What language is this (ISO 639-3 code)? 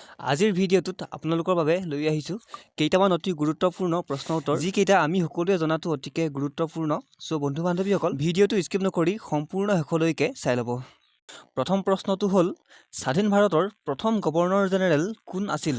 asm